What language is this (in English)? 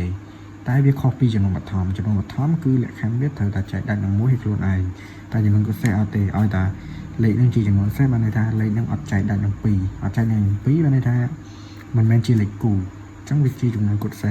Khmer